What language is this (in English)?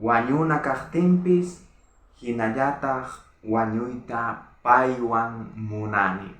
South Bolivian Quechua